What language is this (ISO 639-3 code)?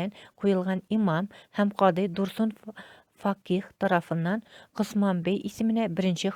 tat